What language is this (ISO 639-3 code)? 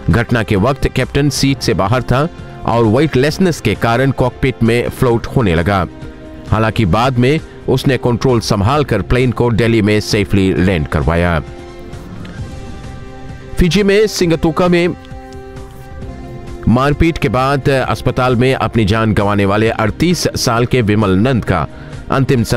hin